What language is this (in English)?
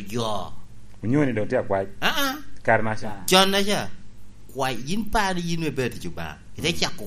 Lango (Uganda)